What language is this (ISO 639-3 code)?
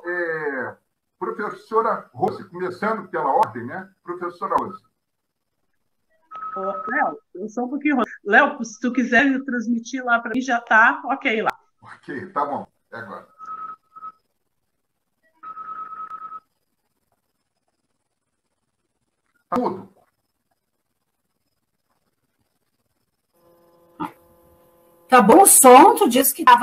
por